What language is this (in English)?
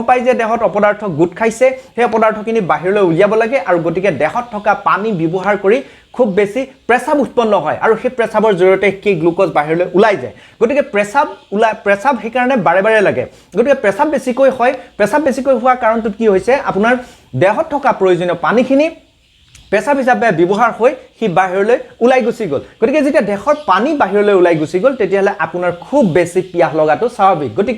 Assamese